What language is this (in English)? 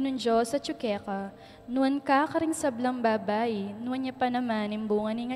Pampanga